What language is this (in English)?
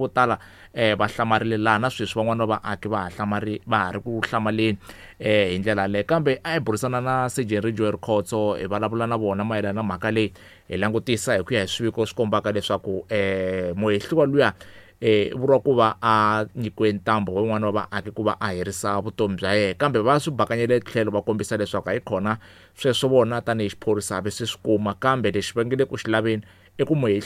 Tsonga